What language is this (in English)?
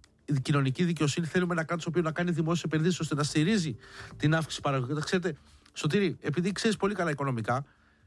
Greek